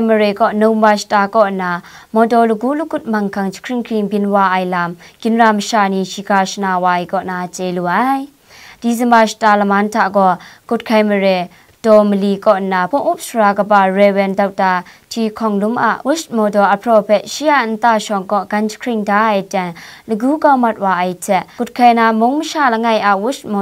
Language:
Kachin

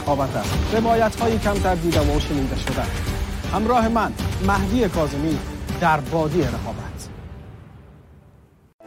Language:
Persian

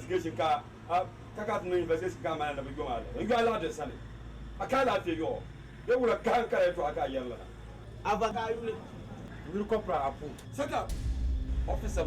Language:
Dagbani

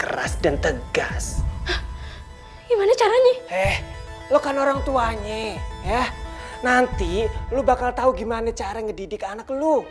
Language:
Betawi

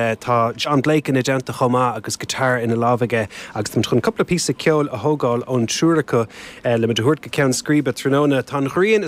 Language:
Irish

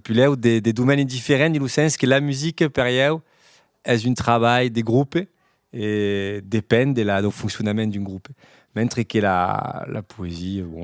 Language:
Occitan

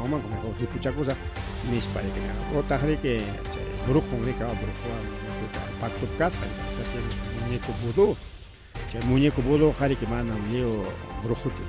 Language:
Ayacucho Quechua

